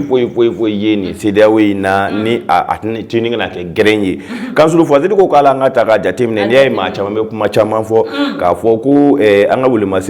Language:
Bambara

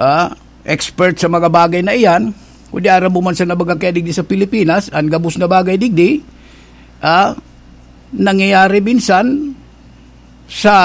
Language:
Bikol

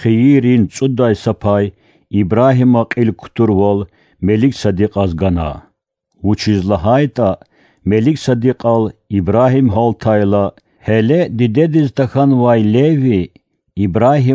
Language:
Lezghian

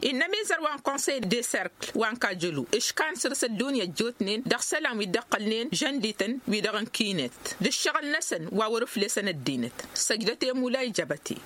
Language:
Tamasheq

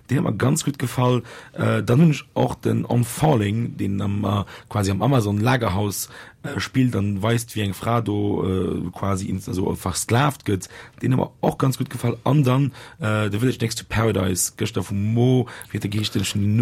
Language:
Luxembourgish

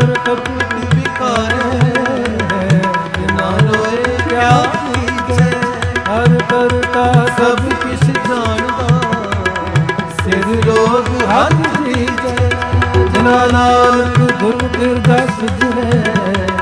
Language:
Punjabi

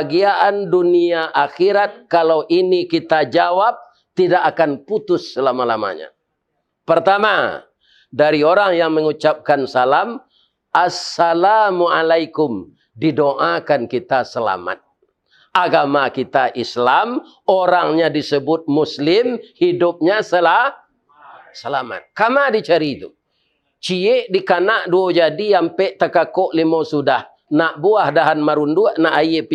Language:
Minangkabau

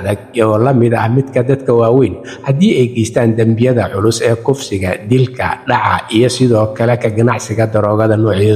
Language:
Somali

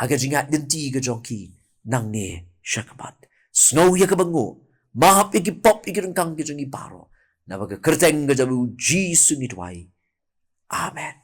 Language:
Khasi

